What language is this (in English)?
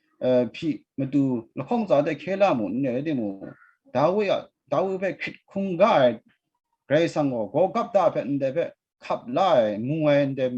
Kachin